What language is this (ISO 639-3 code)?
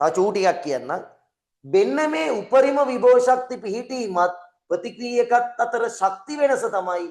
sin